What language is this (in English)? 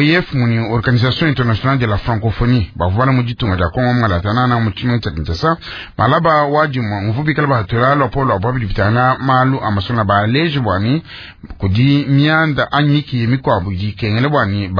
Luba-Lulua